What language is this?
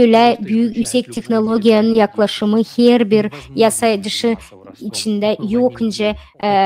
Gagauz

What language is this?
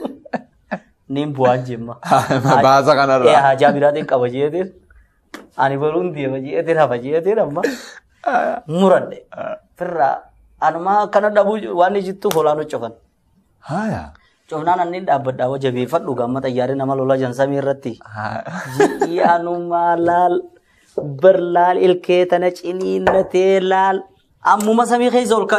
Oromo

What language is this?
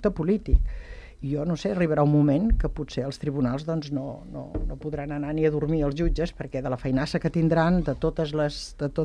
Catalan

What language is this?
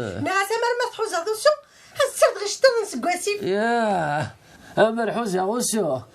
Kabyle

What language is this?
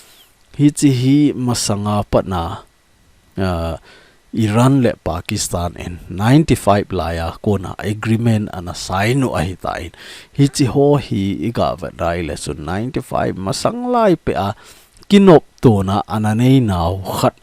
Thado Chin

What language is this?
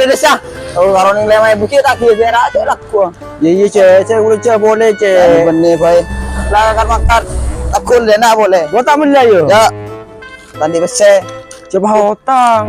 Madurese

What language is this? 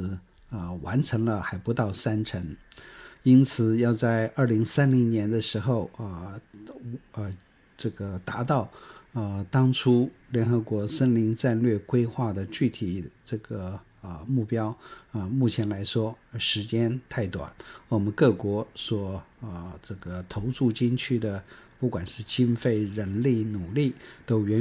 Chinese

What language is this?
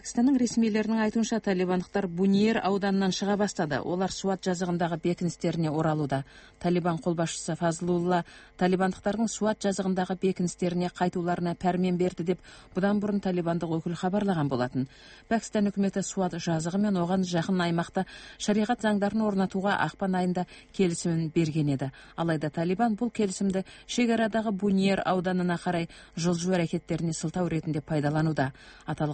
Kazakh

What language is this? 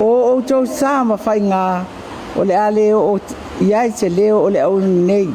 Samoan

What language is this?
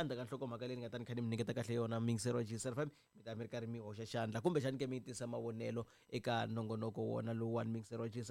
Tsonga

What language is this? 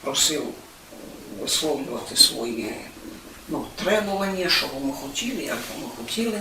Rusyn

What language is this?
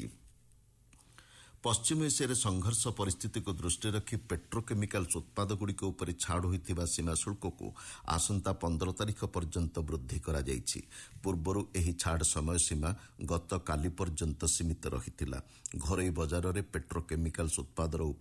Odia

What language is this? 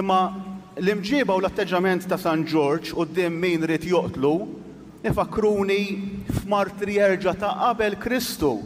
Maltese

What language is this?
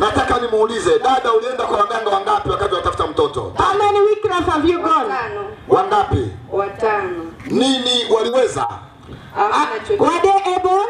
Swahili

